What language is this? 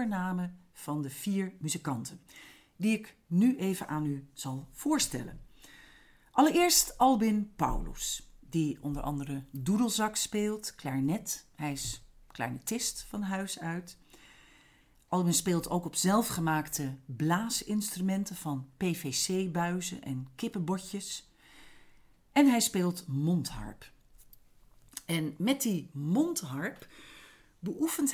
Dutch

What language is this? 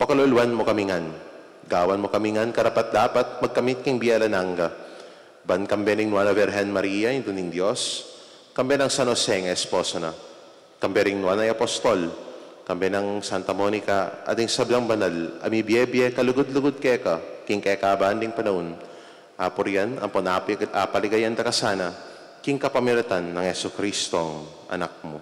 Pampanga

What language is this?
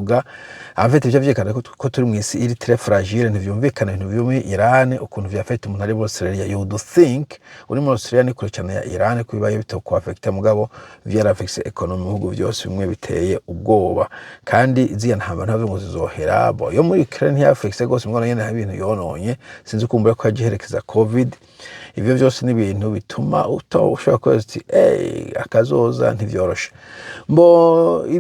Rundi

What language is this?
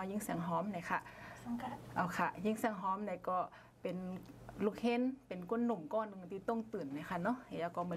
Shan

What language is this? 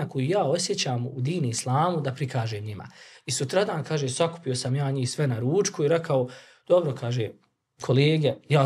Bosnian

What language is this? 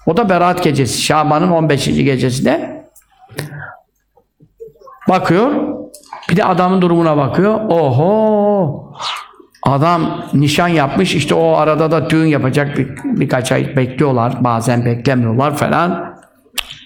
Turkish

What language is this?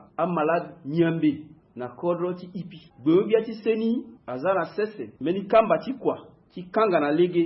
Sango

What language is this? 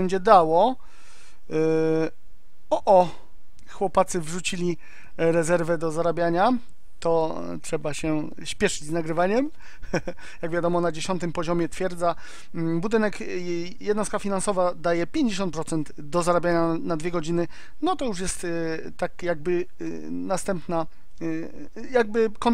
Polish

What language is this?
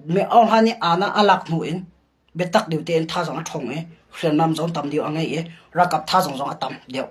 Hakha Chin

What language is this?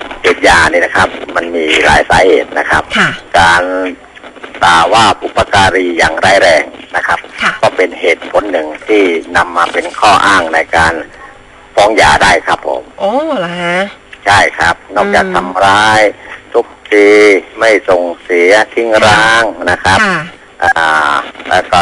Thai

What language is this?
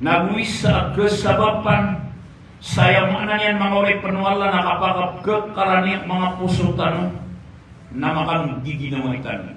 Maranao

